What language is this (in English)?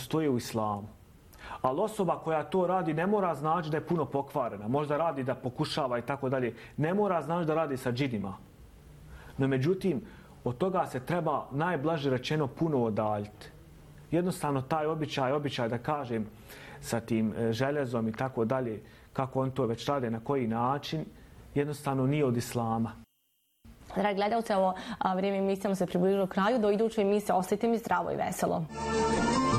Bosnian